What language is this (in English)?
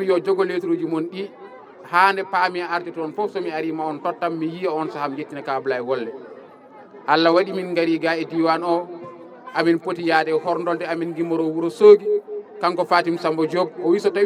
Fula